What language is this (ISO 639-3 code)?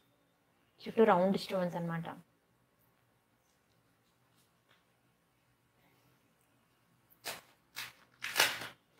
tel